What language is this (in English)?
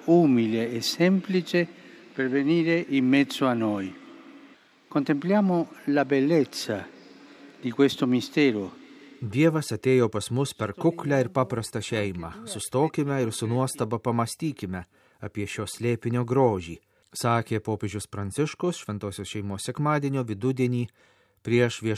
Lithuanian